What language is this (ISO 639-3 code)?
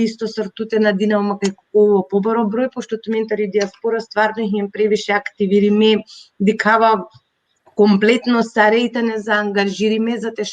rmn